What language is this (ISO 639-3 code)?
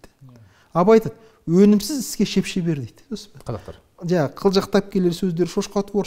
kaz